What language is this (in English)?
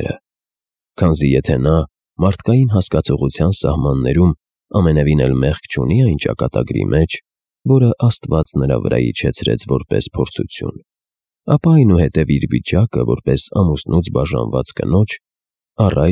Armenian